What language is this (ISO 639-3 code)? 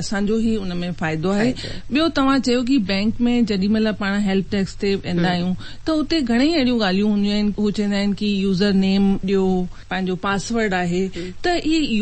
snd